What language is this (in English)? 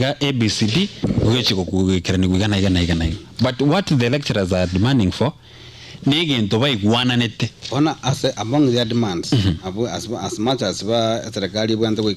Gusii